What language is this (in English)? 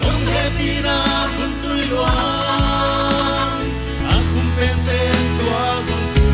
Paite Chin